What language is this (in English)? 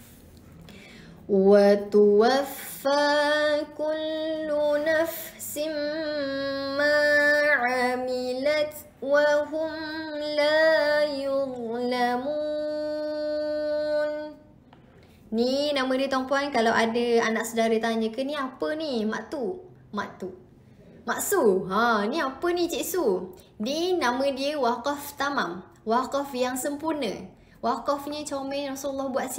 Malay